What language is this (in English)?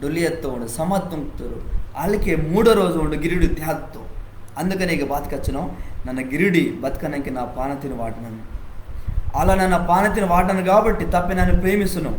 Koya